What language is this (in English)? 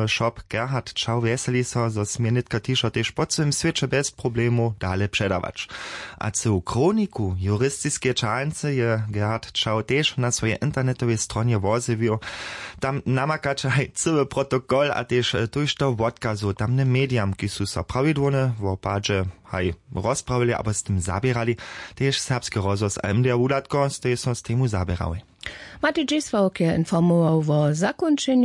Upper Sorbian